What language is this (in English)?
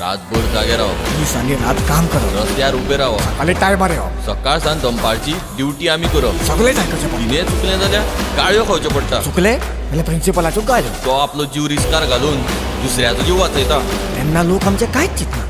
Konkani